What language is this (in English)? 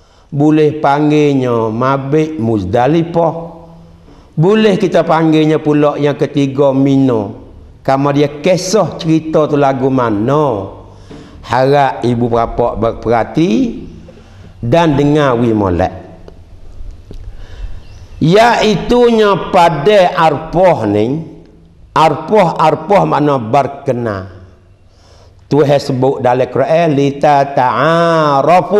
Malay